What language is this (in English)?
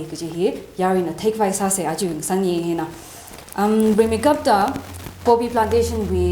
Tangkhul Naga (India)